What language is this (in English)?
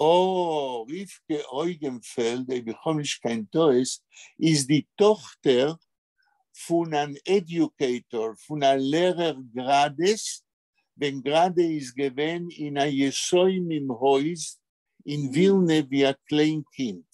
Yiddish